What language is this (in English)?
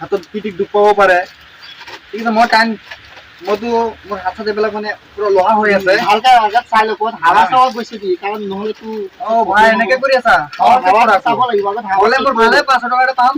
Assamese